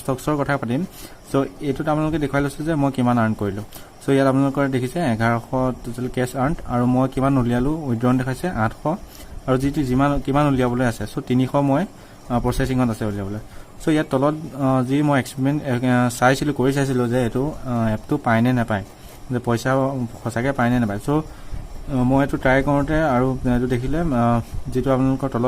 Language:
Assamese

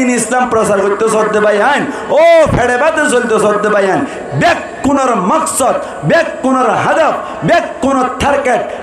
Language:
Rohingya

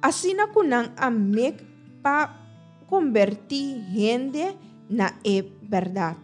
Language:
Papiamento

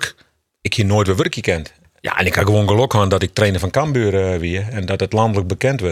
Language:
Western Frisian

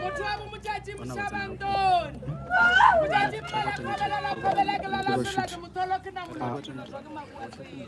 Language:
Northern Sotho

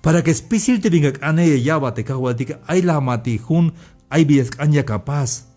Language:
Tzeltal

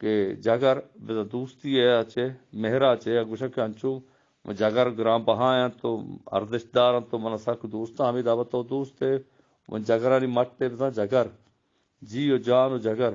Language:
Eastern Balochi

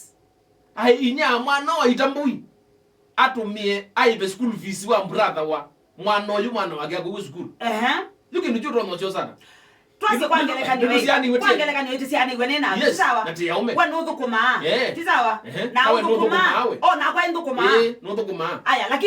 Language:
Kamba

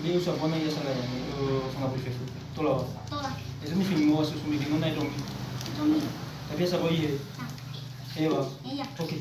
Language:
Nias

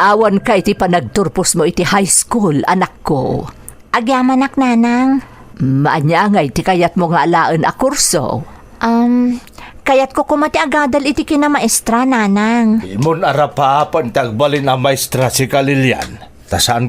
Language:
Iloko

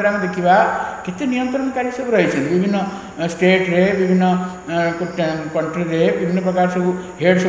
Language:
Odia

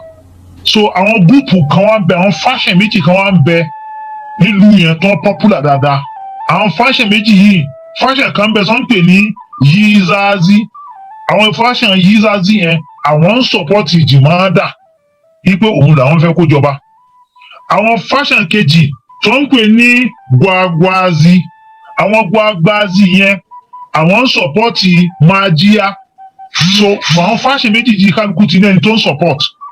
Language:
Yoruba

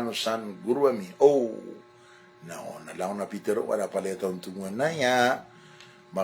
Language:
Maranao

